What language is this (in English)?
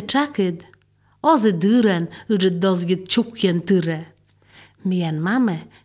Serbian